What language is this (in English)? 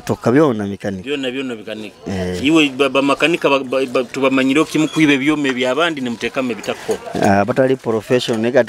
Nyoro